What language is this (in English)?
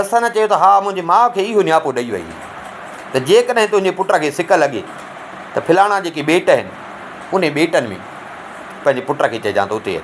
Sindhi